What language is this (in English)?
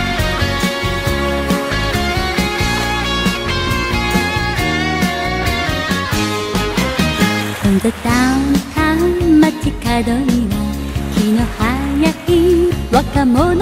Japanese